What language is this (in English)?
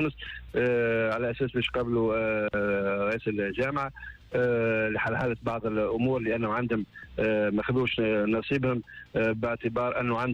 Tunisian Arabic